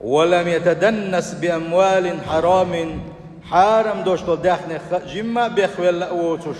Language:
Chechen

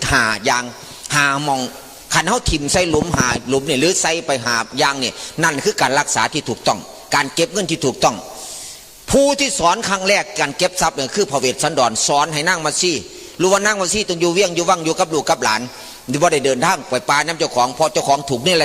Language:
Northeastern Thai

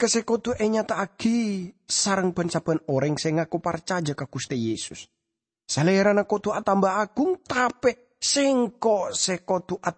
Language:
Madurese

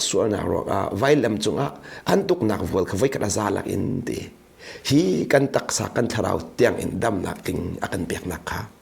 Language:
Hakha Chin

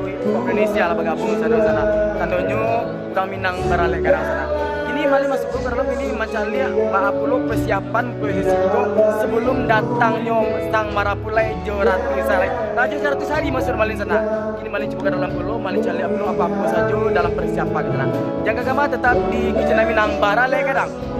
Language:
Minangkabau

